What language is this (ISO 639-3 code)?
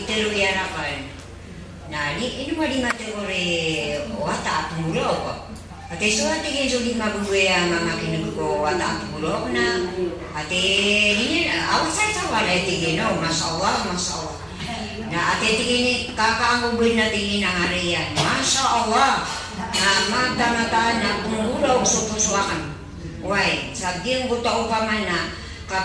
mrw